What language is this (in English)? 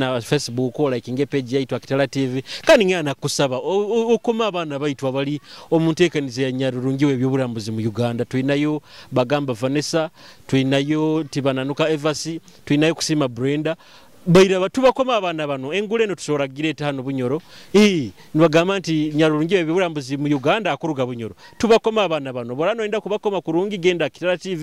Nyoro